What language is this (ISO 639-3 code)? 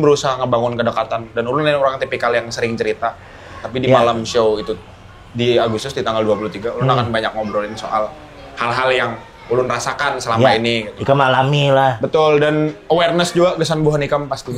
bjn